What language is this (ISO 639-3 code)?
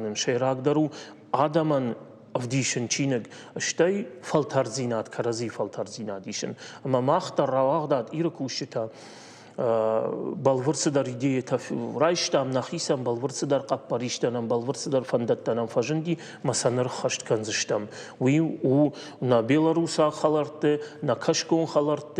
oss